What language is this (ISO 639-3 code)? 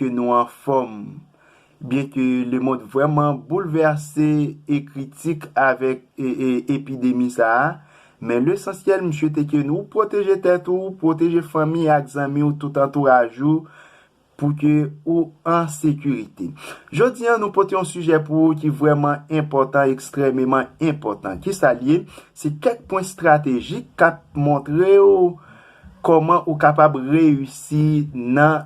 hat